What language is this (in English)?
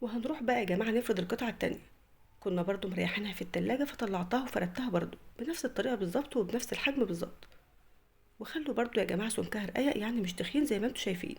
Egyptian Arabic